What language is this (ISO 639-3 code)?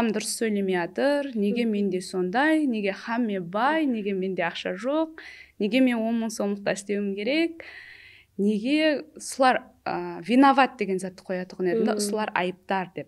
kaa